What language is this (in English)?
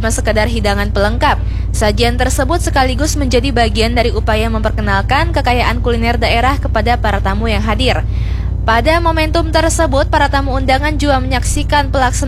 Indonesian